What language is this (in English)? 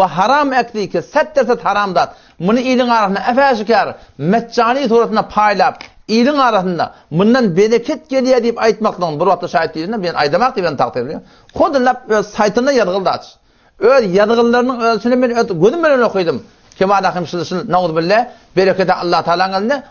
Turkmen